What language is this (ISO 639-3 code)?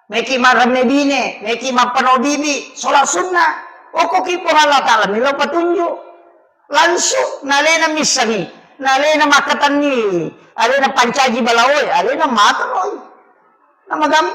bug